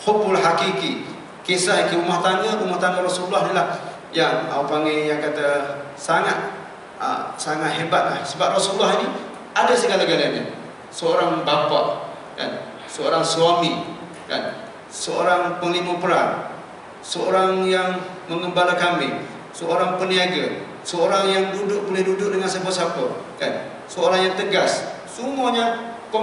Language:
Malay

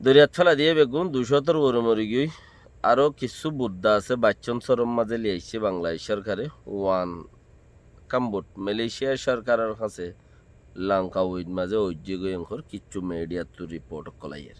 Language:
Rohingya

